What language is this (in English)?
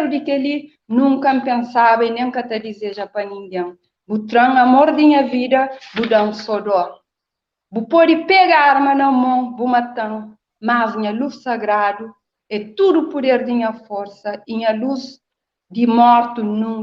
Kabuverdianu